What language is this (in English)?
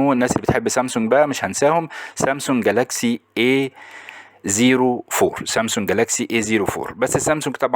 Egyptian Arabic